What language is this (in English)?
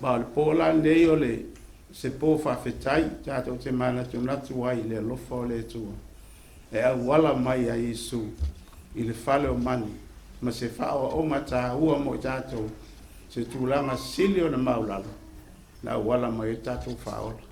Samoan